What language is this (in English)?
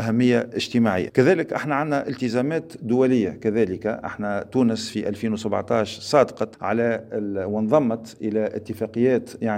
Tunisian Arabic